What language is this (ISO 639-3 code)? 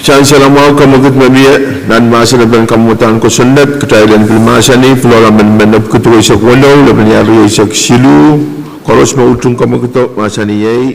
pon